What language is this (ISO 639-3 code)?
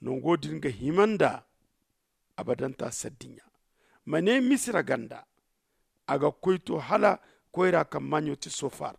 dje